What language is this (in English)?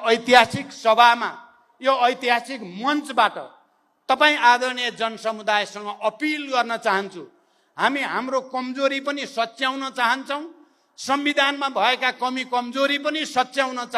Nepali